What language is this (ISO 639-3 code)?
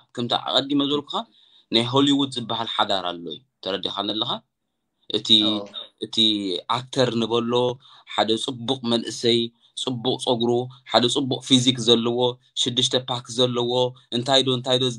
tir